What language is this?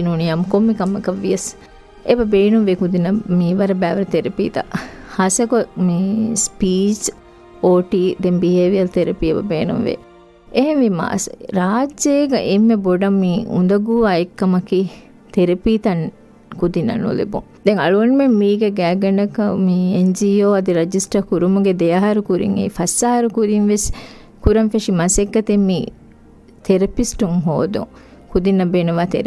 Divehi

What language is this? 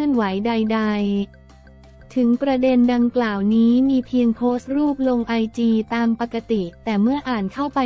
Thai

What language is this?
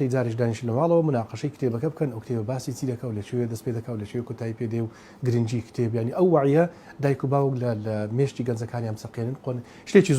Central Kurdish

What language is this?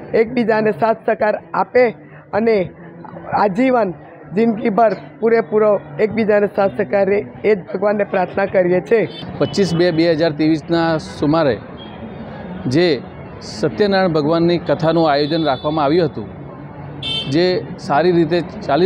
Gujarati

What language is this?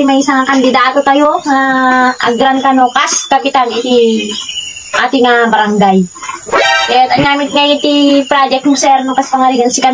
Iloko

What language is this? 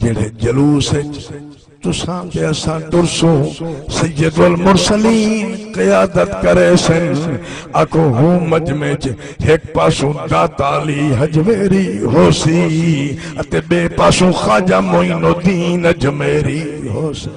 Saraiki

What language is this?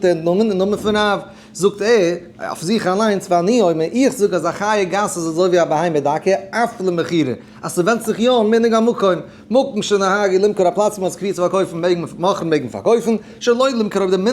Yiddish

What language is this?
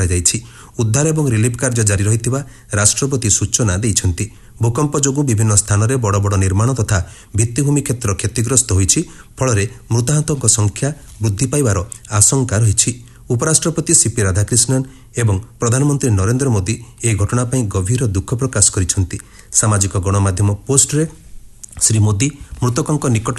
Odia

